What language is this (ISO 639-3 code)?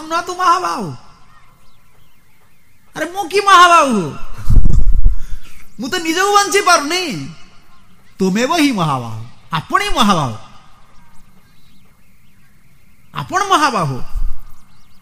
ori